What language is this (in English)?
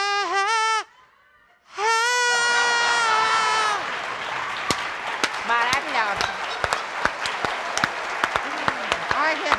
Portuguese